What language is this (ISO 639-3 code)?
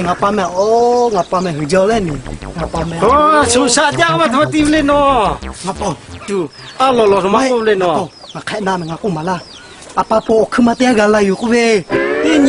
lhu